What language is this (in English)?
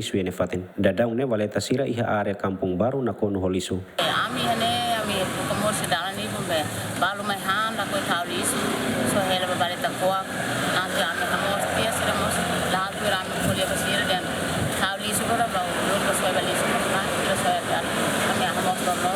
Tetum